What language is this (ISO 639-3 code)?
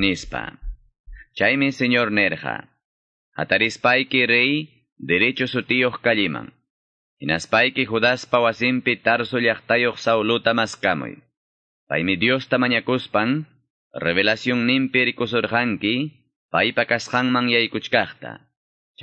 que